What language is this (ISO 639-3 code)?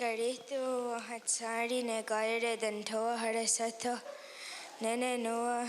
moh